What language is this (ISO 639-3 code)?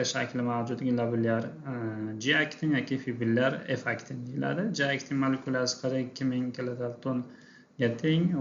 uzb